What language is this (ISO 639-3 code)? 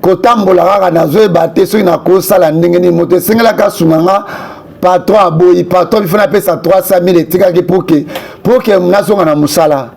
lin